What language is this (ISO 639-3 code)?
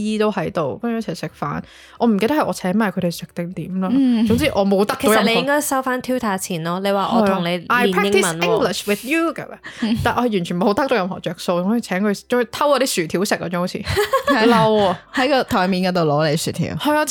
yue